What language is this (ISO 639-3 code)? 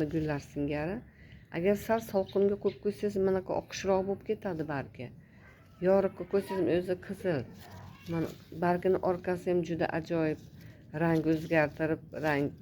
uzb